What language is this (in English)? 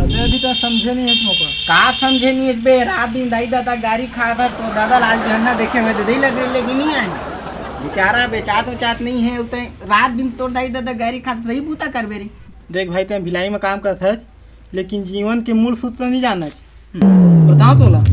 Chhattisgarhi